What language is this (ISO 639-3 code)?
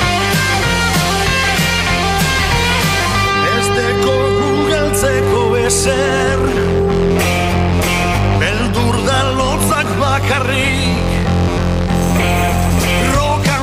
eus